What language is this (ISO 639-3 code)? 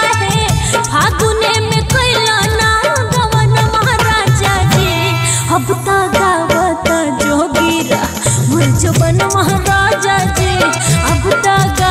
bho